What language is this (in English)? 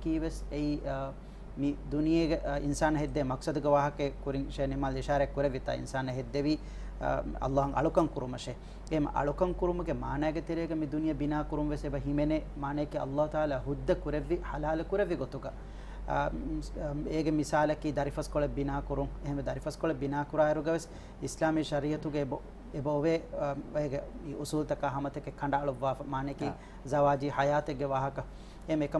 Divehi